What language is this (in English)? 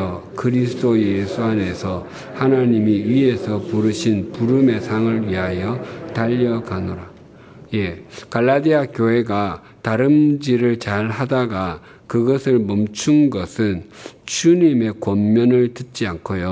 Korean